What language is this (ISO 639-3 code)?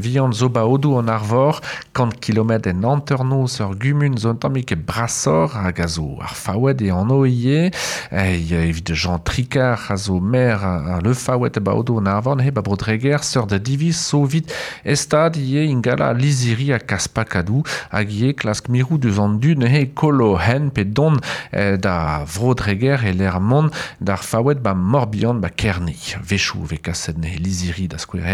bre